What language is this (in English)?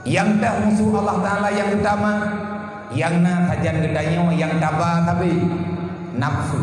Achinese